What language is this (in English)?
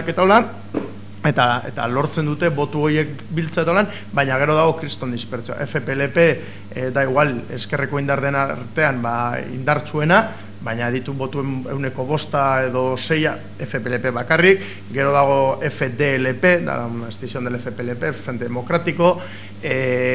Basque